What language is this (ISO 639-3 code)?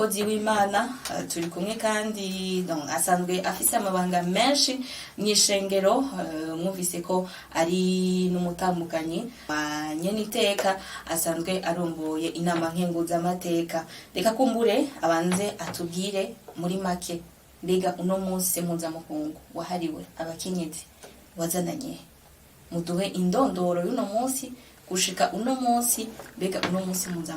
run